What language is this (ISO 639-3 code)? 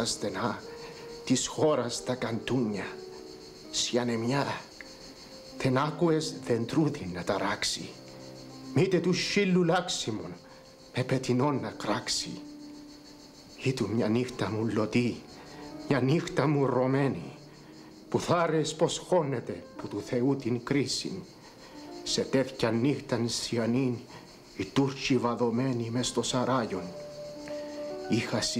ell